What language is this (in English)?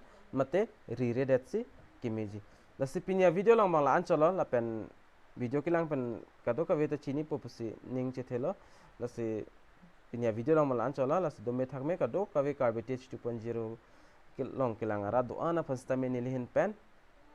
Karbi